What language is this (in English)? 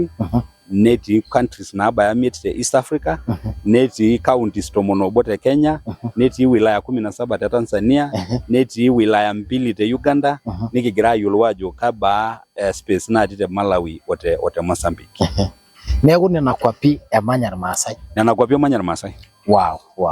Masai